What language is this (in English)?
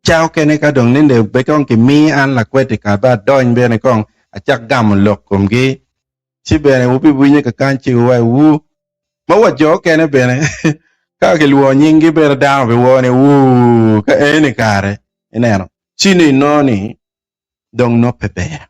Acoli